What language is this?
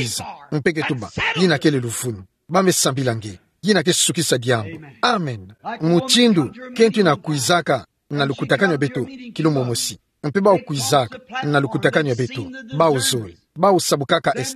Kituba (Democratic Republic of Congo)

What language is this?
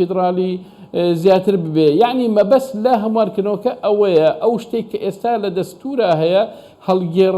Central Kurdish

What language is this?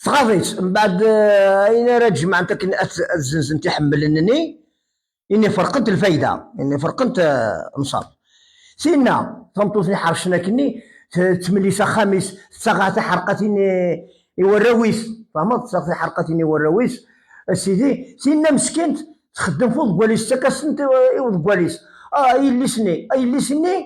Kabyle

